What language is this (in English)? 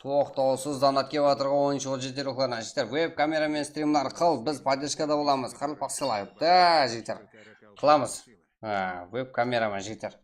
Kara-Kalpak